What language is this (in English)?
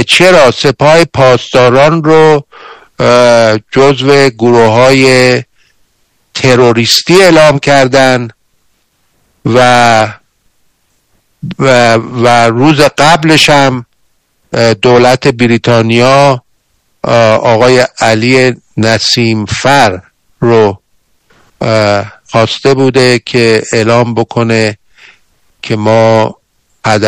Persian